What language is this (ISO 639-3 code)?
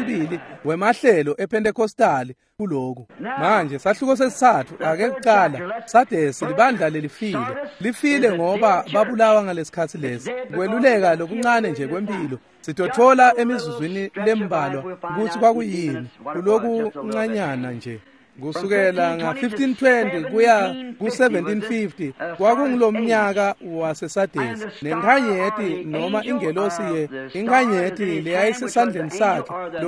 ssw